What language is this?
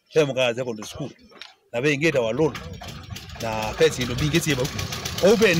Kamba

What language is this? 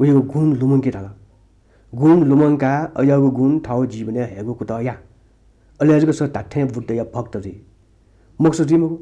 Newari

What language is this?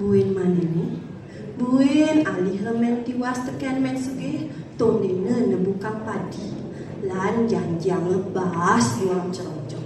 Balinese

